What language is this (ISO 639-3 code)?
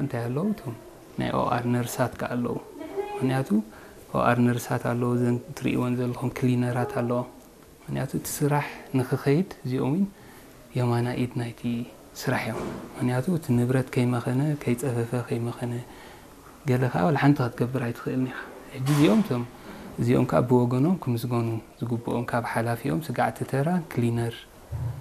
tir